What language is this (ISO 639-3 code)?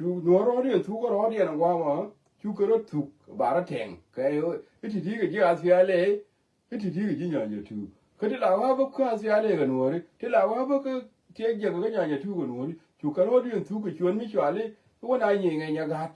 nus